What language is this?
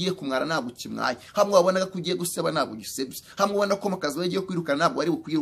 Kinyarwanda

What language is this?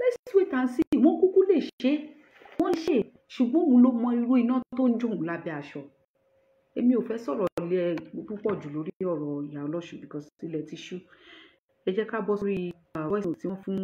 Yoruba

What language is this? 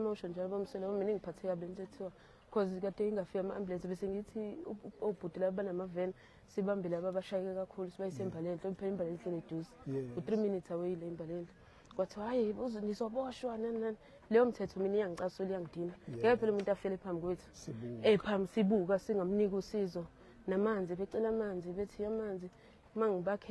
Zulu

